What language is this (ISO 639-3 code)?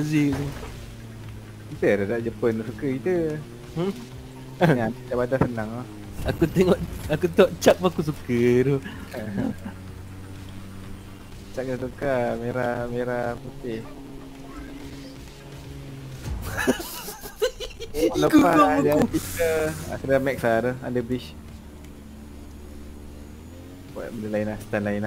msa